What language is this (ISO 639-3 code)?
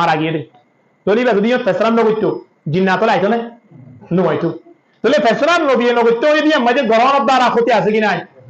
rhg